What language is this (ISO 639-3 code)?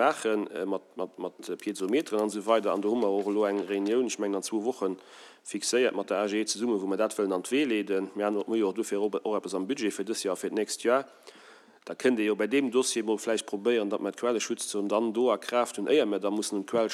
ltz